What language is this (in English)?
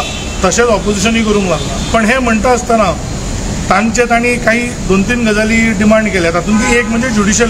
Konkani